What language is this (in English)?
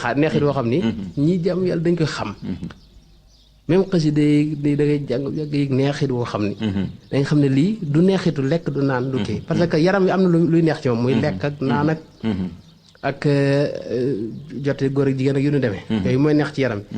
Wolof